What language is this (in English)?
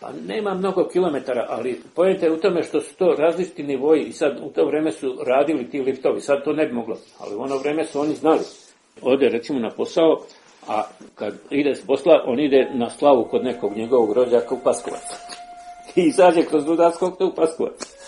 Serbian